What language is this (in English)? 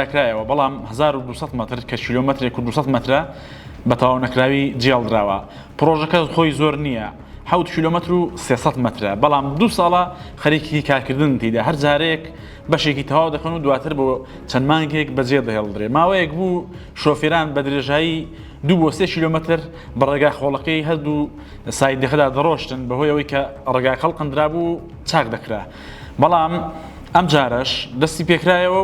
Central Kurdish